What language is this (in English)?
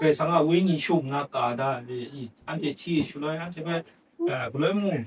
Kachin